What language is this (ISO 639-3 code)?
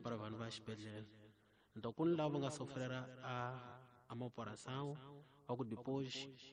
tso